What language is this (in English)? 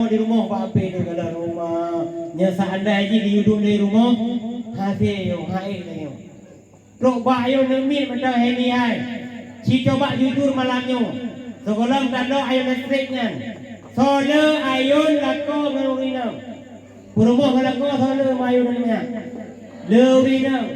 Achinese